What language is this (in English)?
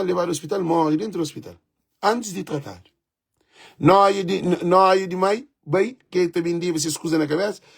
Kabuverdianu